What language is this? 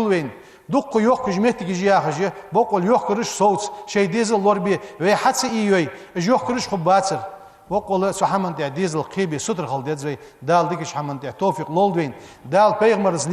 Ingush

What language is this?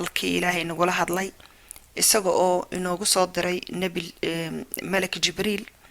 Somali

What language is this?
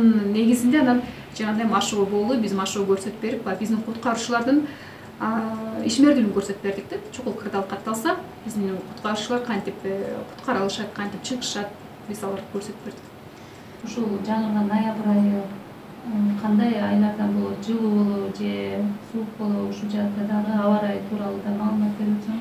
Kyrgyz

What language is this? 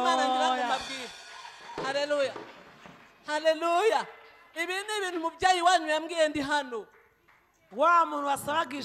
Kinyarwanda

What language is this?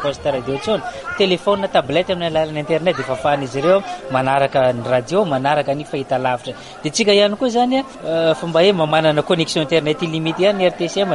Malagasy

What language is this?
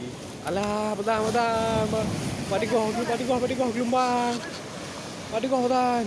Achinese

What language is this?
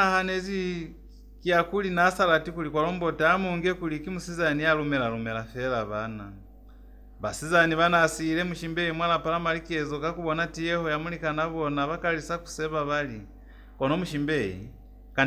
Lozi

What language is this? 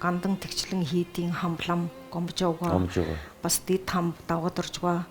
Mongolian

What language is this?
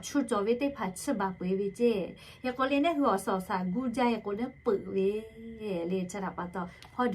Lahu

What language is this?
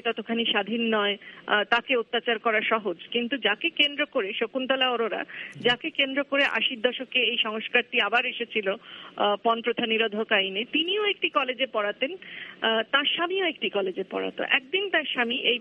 Bangla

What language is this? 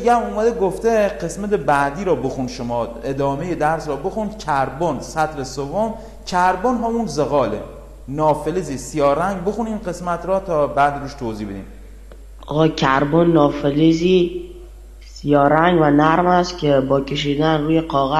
Persian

